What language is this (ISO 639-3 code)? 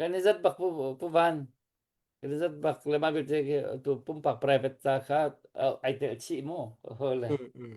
cnh